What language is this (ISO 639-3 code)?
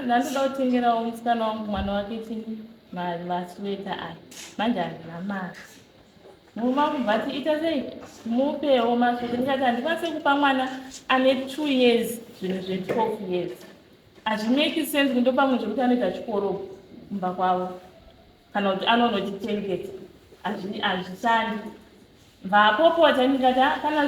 sna